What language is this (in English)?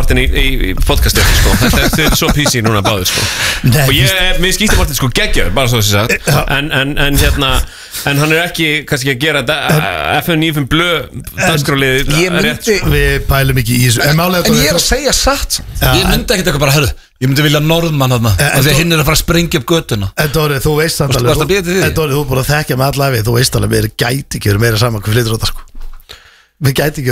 Icelandic